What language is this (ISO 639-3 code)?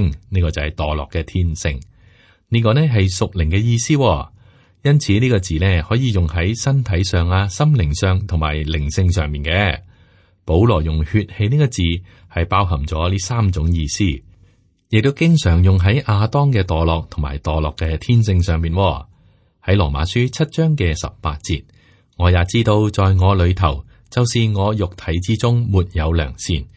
yue